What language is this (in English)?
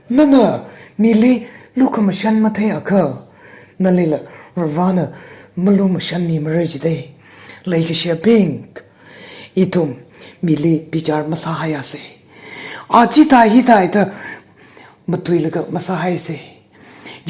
Tangkhul Naga (India)